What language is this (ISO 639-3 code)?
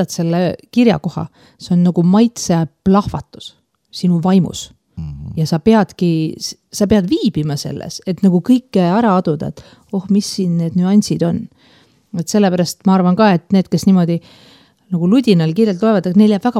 est